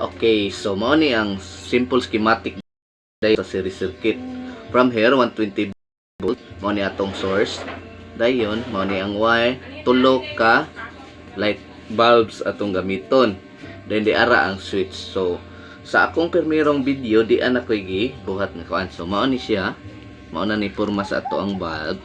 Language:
Cebuano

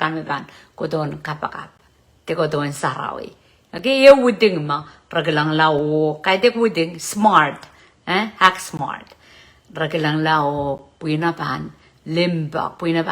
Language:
Pohnpeian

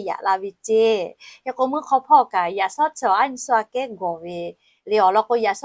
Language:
Lahu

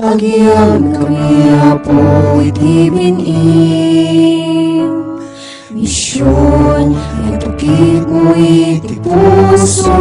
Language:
Iloko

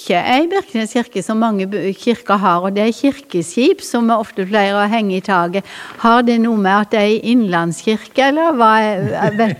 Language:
Norwegian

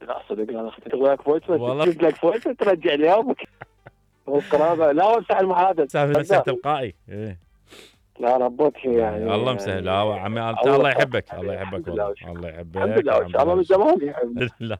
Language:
Mesopotamian Arabic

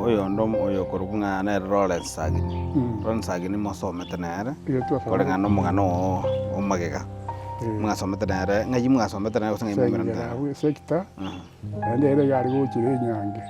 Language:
Gusii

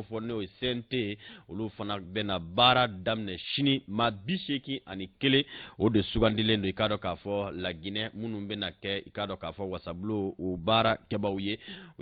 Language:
Bambara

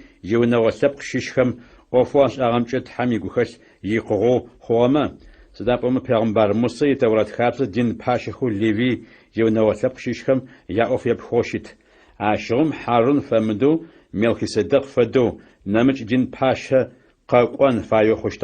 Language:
Adyghe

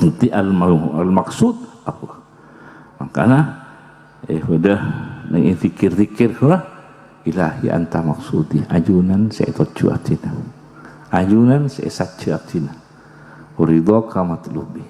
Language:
Madurese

